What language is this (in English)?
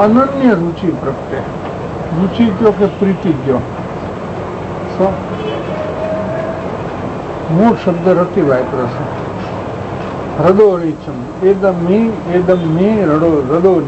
Gujarati